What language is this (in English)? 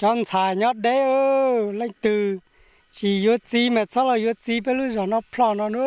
Hmong